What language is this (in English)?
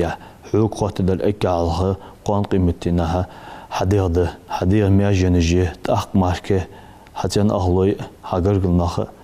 Ingush